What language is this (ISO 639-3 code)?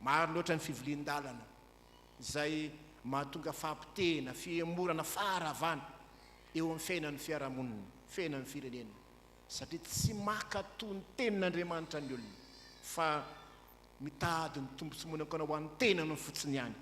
mlg